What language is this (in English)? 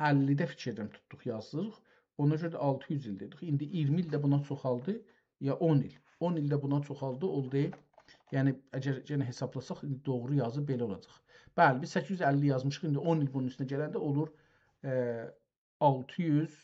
South Azerbaijani